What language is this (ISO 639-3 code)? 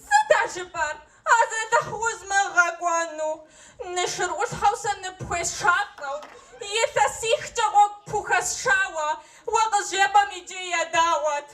kbd